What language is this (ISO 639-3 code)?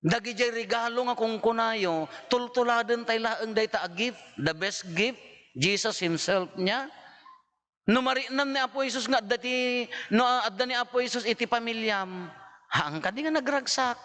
ilo